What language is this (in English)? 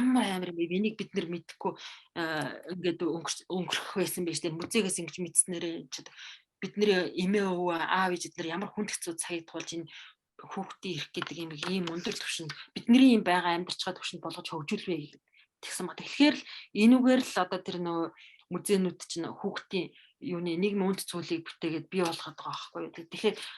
Mongolian